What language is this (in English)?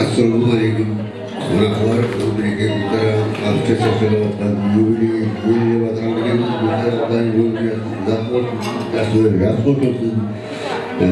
Kara-Kalpak